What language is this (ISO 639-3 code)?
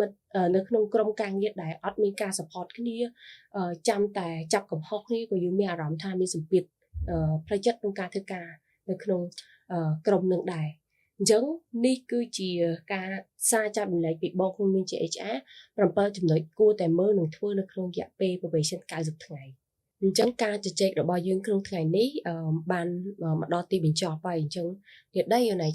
khm